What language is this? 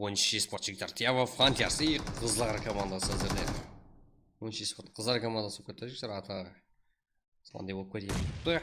Kara-Kalpak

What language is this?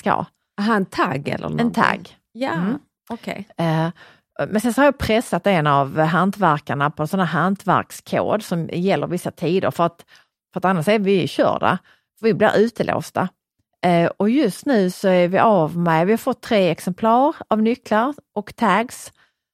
Swedish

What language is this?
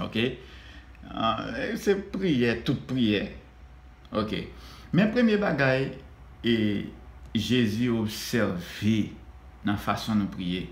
Haitian Creole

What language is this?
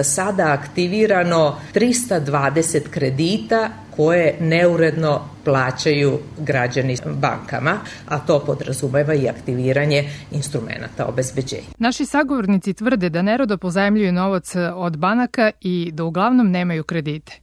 Serbian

